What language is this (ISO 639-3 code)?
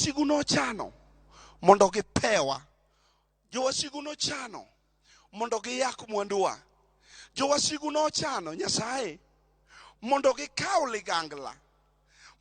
luo